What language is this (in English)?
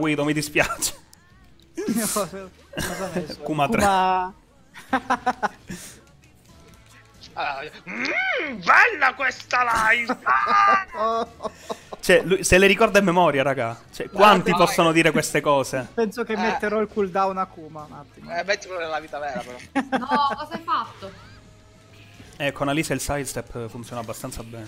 Italian